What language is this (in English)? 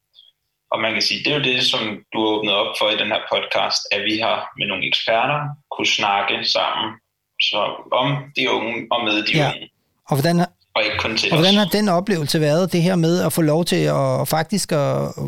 Danish